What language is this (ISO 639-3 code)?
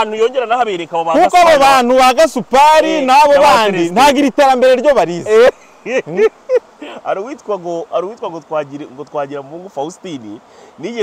kin